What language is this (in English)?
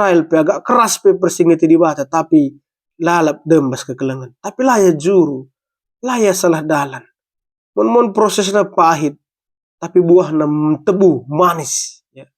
Batak Karo